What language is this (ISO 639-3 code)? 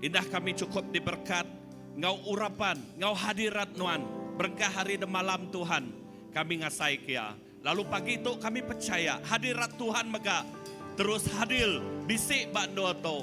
iba